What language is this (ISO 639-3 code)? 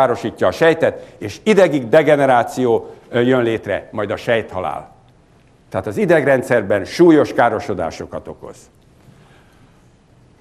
hun